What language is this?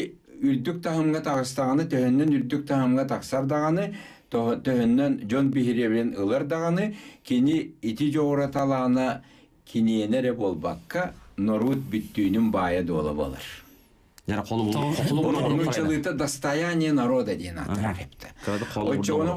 Yakut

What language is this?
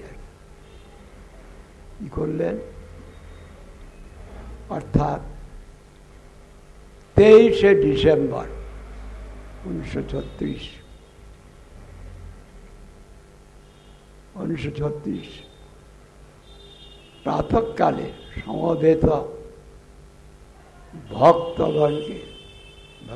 Bangla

